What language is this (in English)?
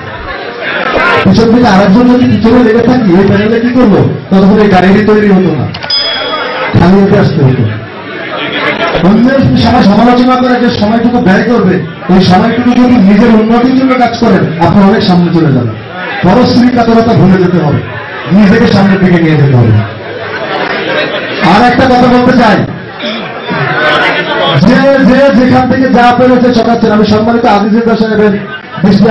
Bangla